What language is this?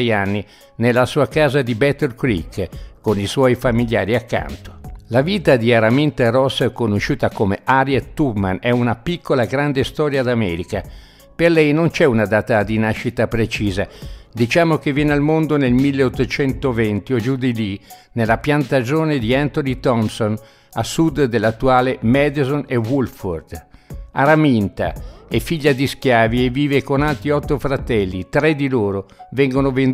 Italian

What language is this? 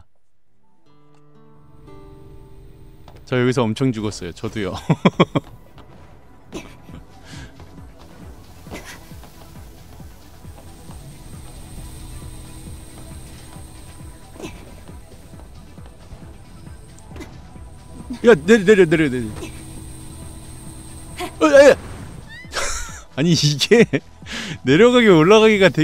Korean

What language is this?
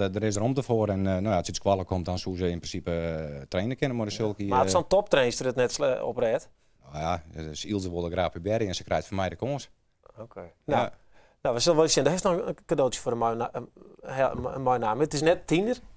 Western Frisian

